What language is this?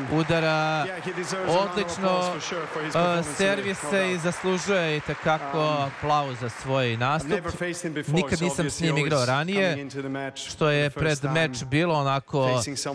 Serbian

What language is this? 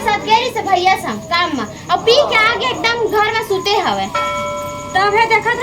Chhattisgarhi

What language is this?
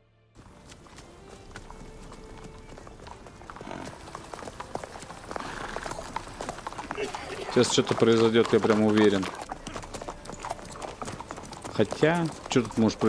Russian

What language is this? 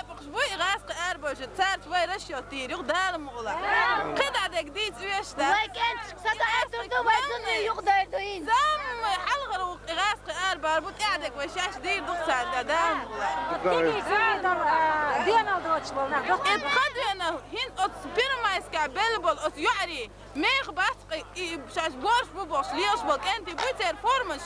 Chechen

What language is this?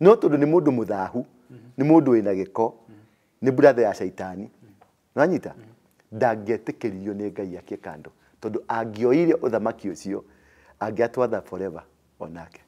Kikuyu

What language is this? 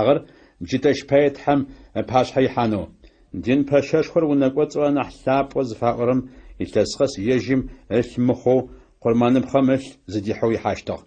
Adyghe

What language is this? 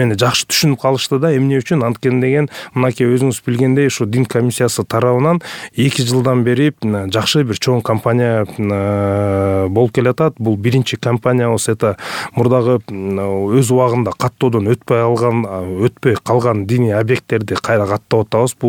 Kyrgyz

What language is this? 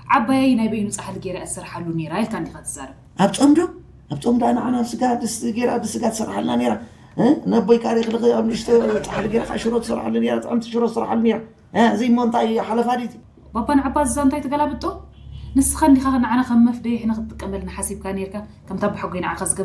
Tigrinya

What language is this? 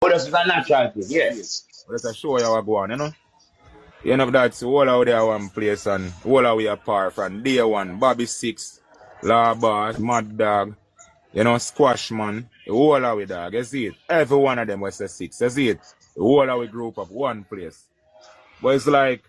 Jamaican Creole English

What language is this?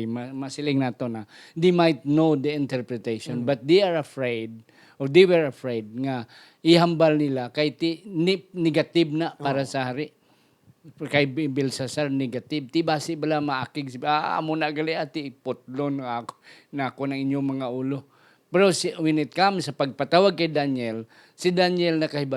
Hiligaynon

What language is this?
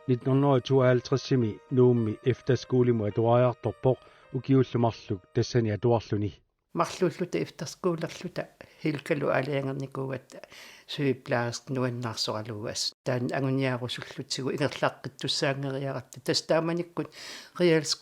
Kalaallisut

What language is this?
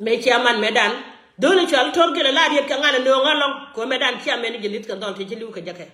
Nuer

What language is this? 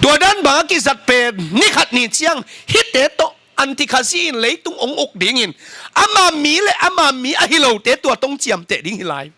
Tedim Chin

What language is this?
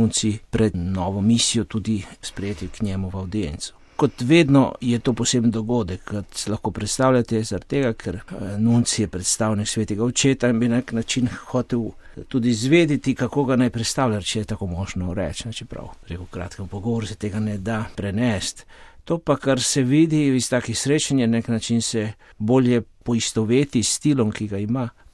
Slovenian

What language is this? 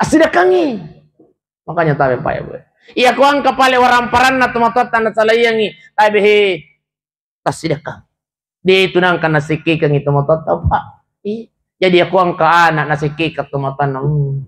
Buginese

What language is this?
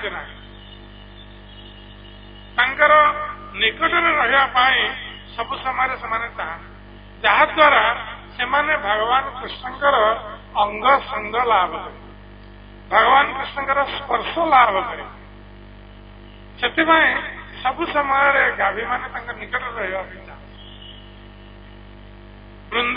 Odia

